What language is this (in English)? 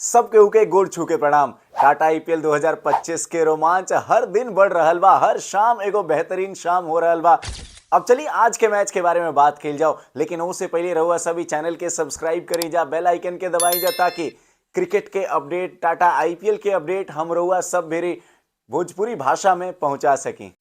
Bhojpuri